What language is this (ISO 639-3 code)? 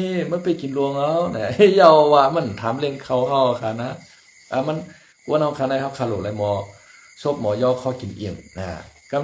shn